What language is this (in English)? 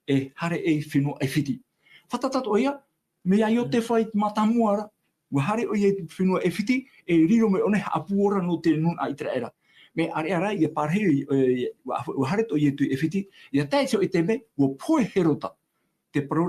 Tahitian